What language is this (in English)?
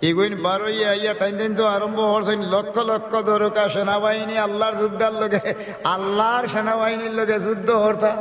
Sylheti